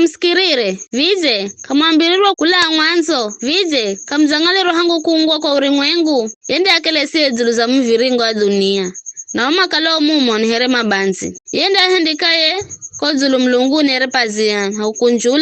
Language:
Giryama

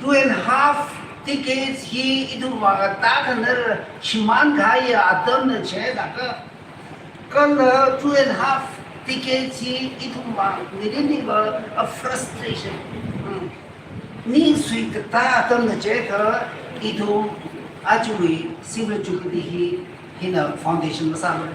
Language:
Tangkhul Naga (India)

